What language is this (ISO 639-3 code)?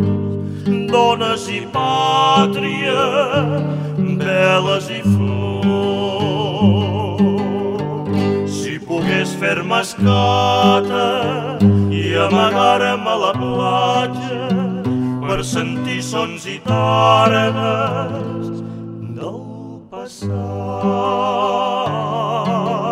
cat